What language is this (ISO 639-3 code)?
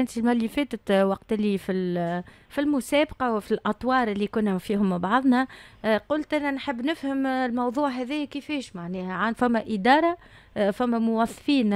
aeb